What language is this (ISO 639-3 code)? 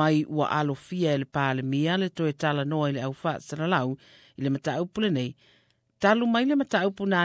smo